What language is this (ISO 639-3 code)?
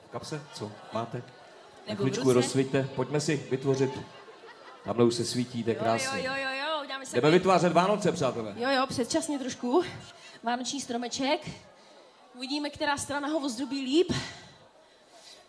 ces